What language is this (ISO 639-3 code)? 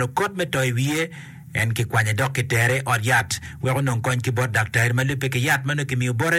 ach